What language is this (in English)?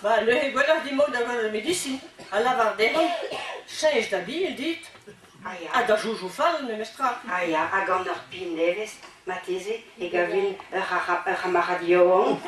Breton